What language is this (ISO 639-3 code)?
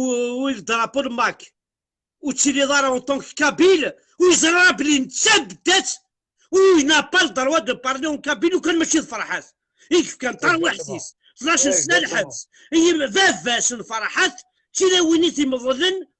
kab